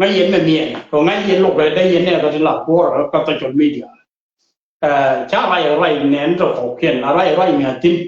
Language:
Nuer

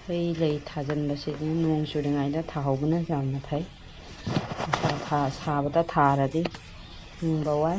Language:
Manipuri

